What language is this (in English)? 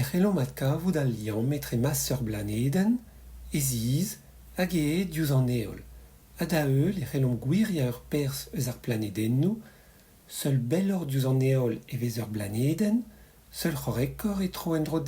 Breton